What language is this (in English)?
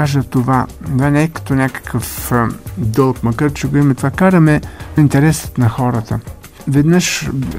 Bulgarian